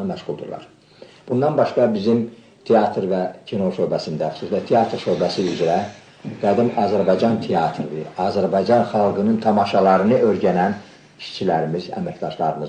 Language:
Azerbaijani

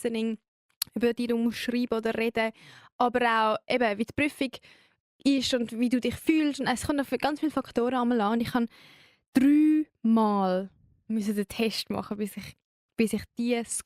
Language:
Swiss German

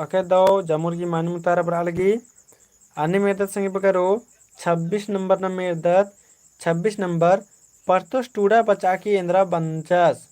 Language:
Kurukh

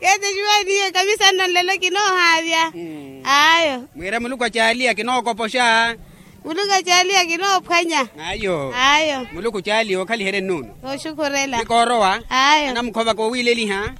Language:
Makhuwa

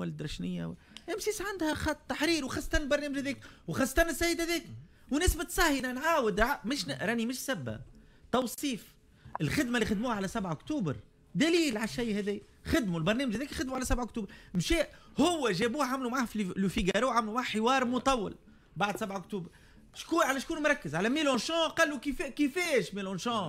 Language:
Tunisian Arabic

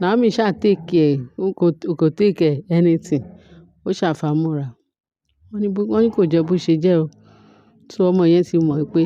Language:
Yoruba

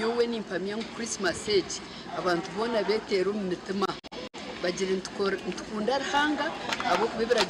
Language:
Nyankole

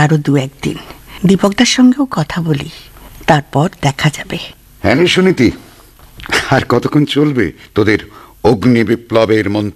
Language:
Bangla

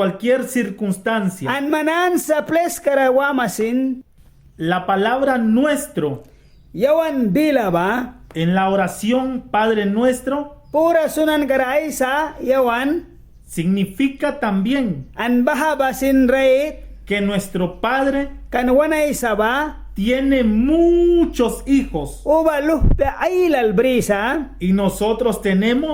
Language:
Mískito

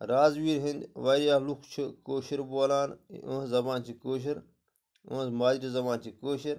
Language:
Kashmiri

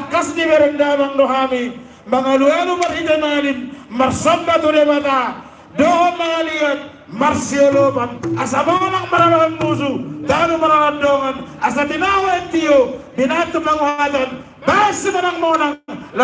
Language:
Batak Toba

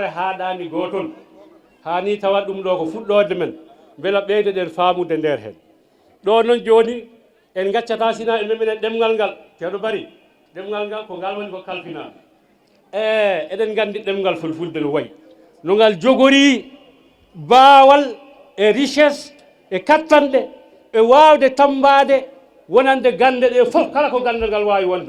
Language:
Fula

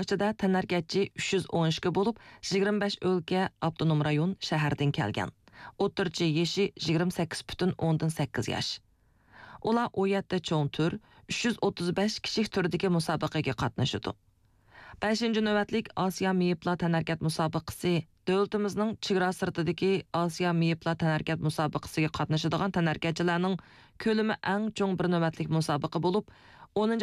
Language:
Uyghur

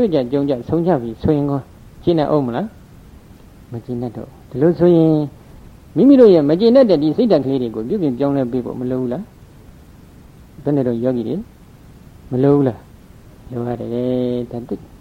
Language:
Burmese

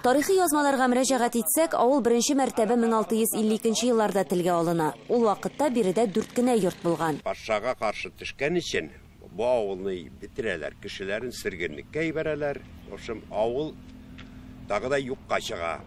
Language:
Tatar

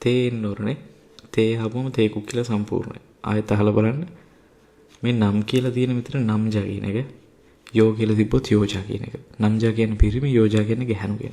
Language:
Sinhala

